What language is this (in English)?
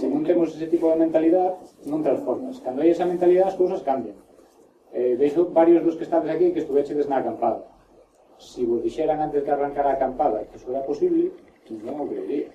Galician